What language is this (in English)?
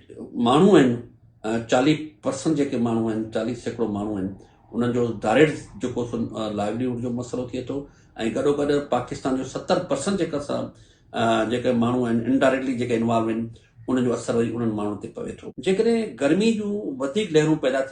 Sindhi